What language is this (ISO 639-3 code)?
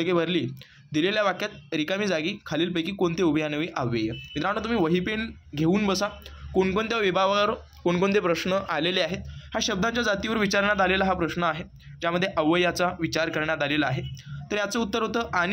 mar